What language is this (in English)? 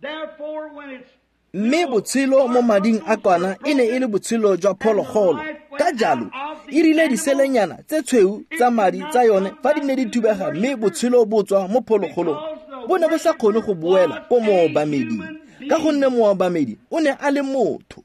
Tswana